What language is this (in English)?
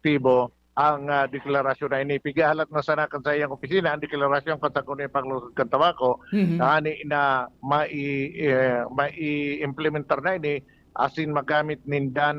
Bikol